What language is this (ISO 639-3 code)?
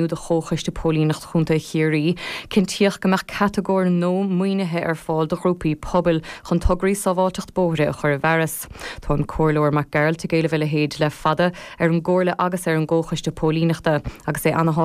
gle